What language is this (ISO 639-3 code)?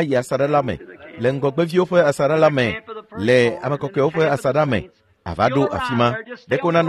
ewe